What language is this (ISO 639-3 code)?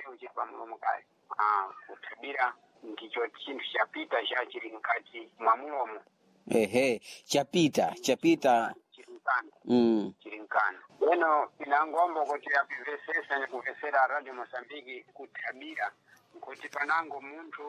seh